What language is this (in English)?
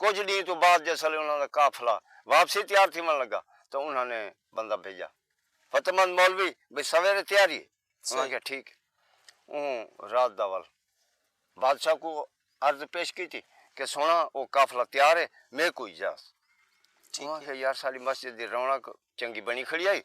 Saraiki